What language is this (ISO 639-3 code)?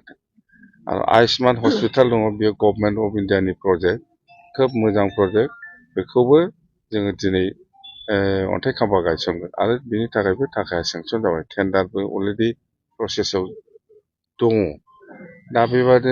brx